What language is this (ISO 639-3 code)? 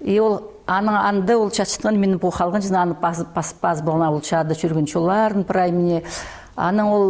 kjh